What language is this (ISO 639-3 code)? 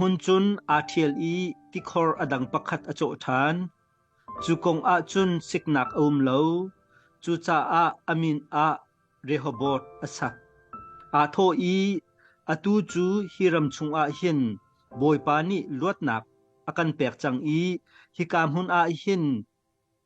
cnh